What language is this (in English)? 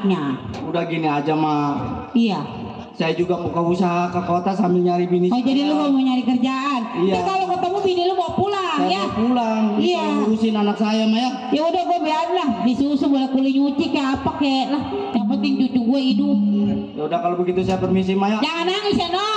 Betawi